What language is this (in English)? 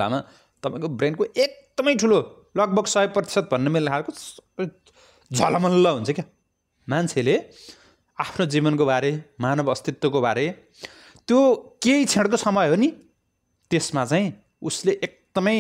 Nepali